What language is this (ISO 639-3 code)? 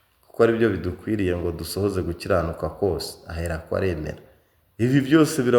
kin